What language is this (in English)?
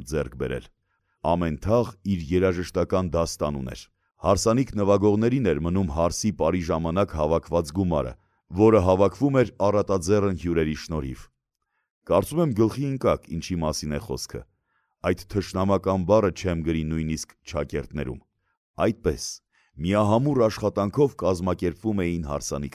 Armenian